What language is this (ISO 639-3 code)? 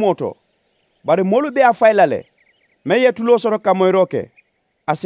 man